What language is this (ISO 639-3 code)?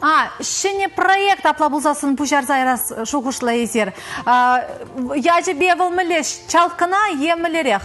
chv